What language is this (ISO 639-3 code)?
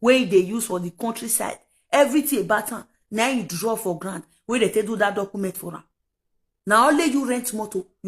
pcm